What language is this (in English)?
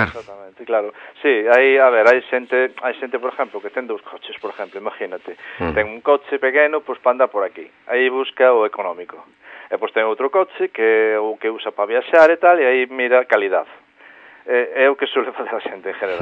Galician